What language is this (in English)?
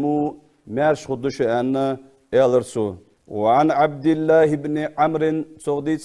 Ingush